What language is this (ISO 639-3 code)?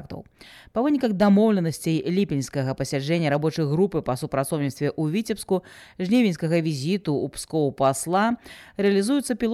bel